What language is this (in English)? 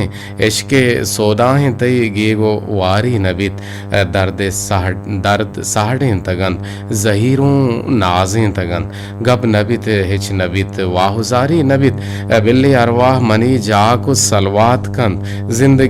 Eastern Balochi